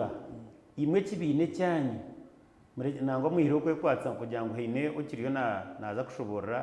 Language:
Nyankole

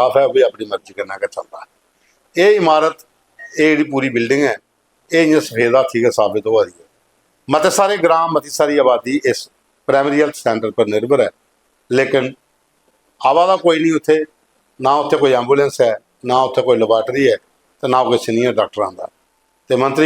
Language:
Dogri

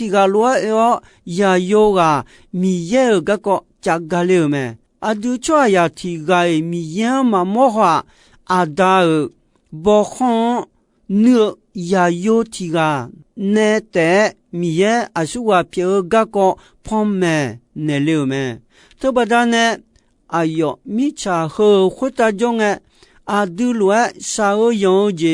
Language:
Akha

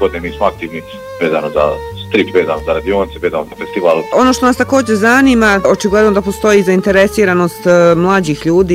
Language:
Bosnian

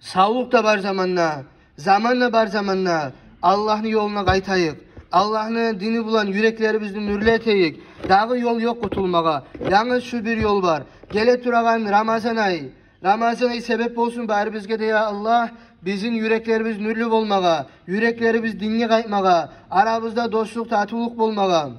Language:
Kumyk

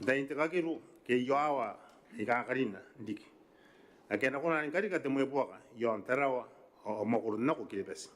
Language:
Gilbertese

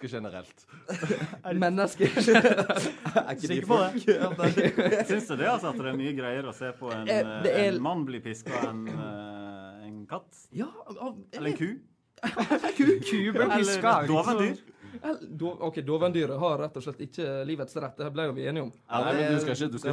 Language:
Norwegian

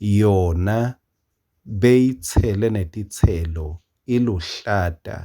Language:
Swati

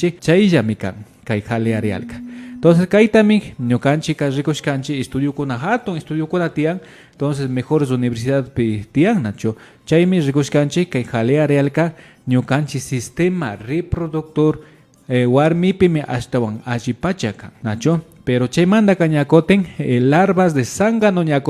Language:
Imbabura Highland Quichua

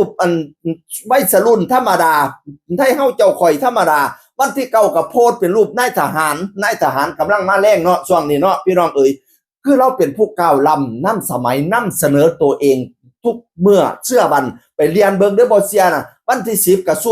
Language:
Northeastern Thai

